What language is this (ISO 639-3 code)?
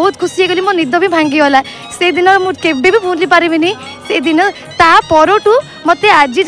ori